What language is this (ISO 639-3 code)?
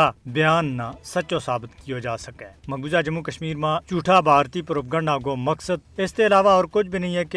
gju